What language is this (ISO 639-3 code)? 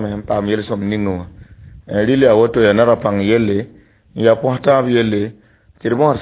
mos